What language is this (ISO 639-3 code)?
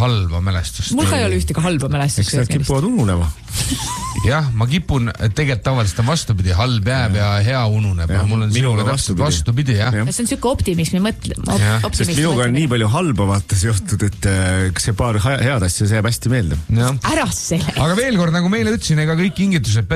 est